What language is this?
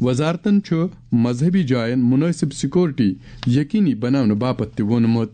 Kashmiri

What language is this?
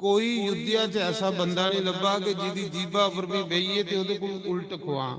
Dogri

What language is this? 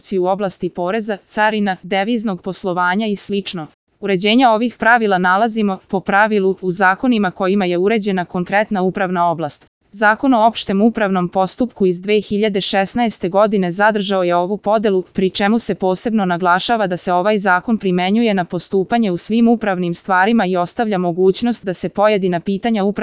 Serbian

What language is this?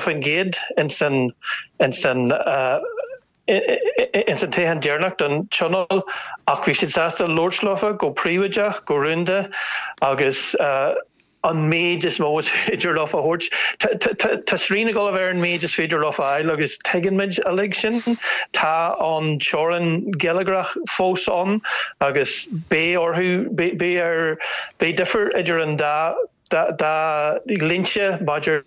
Irish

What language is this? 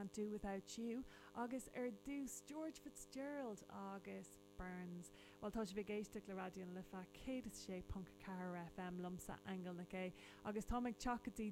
Irish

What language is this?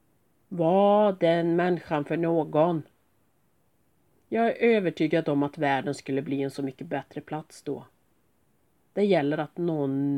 Swedish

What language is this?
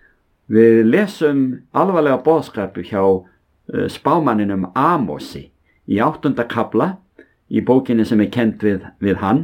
Icelandic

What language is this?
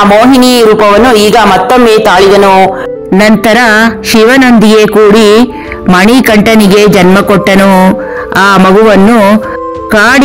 Kannada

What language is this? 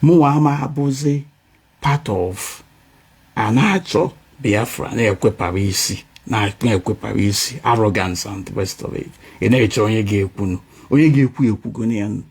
Igbo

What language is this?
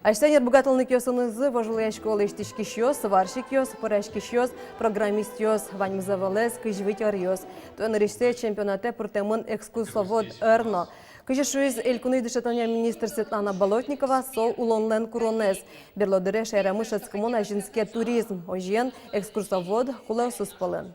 Udmurt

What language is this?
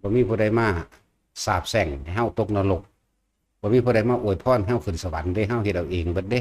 Northeastern Thai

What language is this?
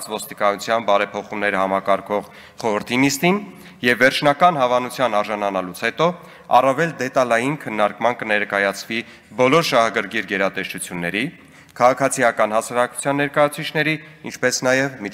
Armenian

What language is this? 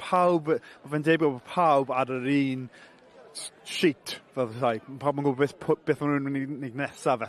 Welsh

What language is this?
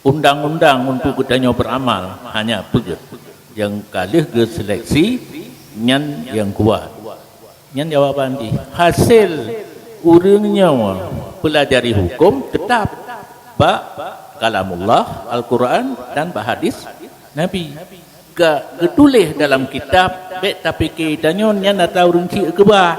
Achinese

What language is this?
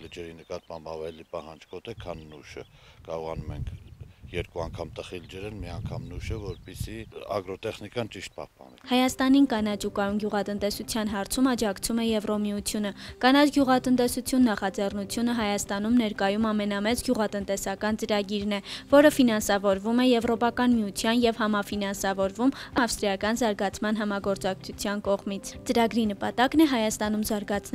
Armenian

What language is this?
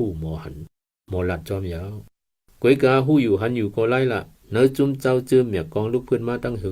Shan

